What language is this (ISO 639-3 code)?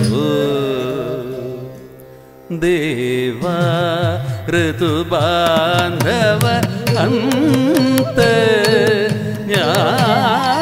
mal